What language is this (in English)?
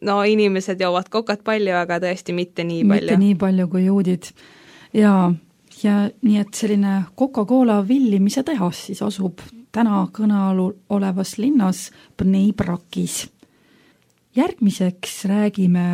Estonian